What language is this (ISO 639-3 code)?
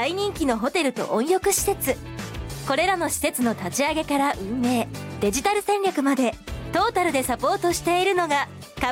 jpn